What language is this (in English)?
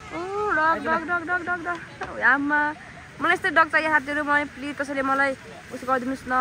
Nepali